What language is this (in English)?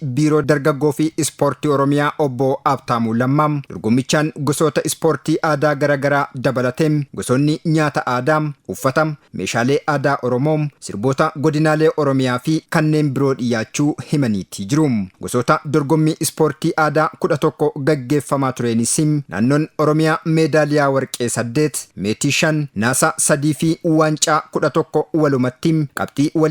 Oromo